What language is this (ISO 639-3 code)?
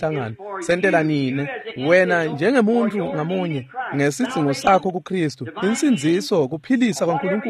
ssw